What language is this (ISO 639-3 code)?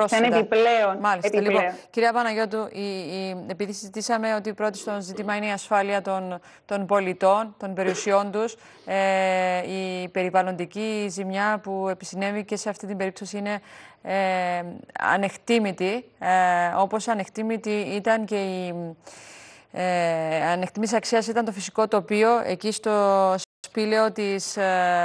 ell